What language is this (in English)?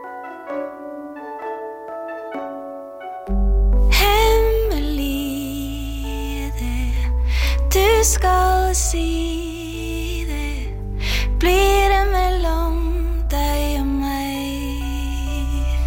Norwegian